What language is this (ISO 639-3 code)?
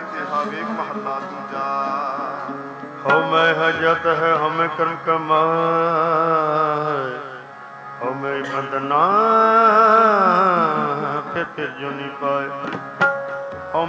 pan